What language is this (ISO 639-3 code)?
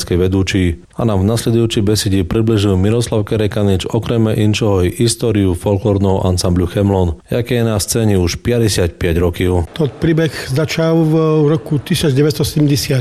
slk